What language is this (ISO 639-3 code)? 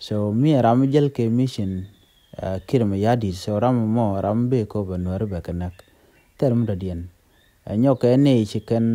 nus